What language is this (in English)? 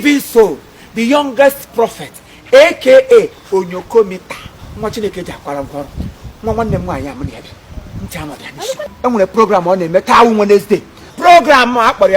Igbo